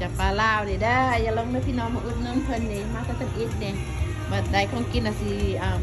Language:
Lao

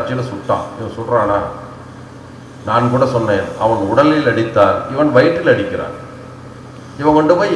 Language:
Tamil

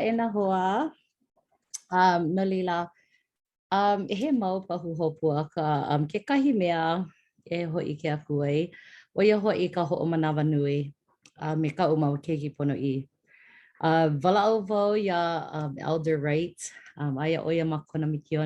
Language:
Hawaiian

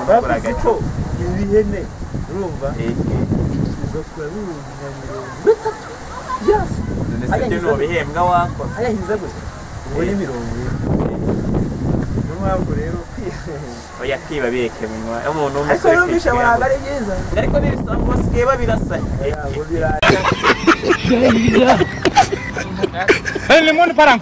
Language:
Kinyarwanda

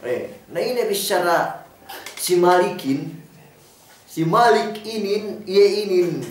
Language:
Yakan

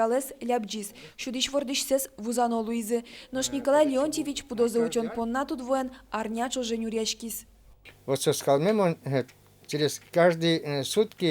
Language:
Udmurt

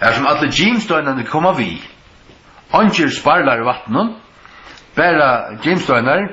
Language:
Faroese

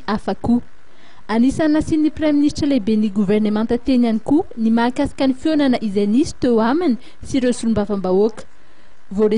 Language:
Malagasy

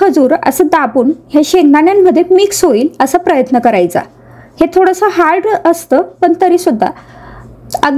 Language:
Marathi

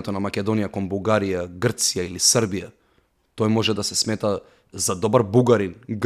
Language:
Macedonian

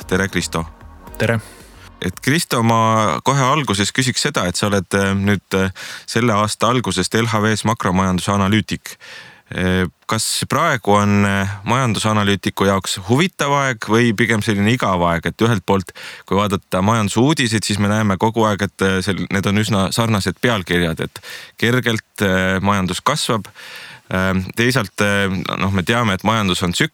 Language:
Estonian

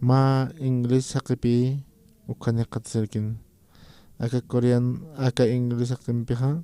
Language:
Aymara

